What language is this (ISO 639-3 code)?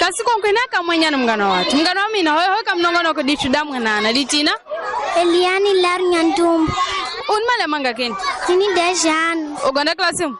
tso